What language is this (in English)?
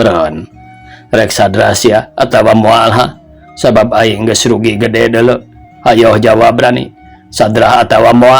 Sundanese